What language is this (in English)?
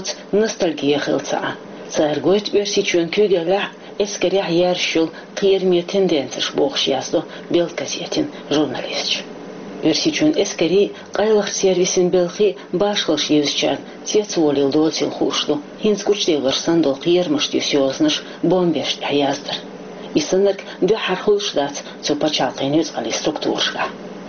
Chechen